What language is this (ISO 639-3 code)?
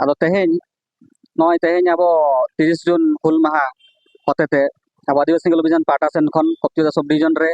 sat